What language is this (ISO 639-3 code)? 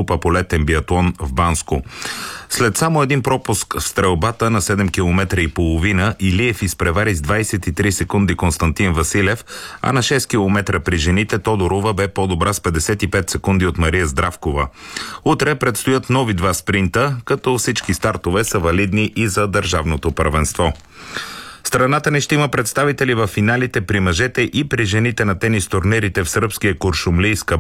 bul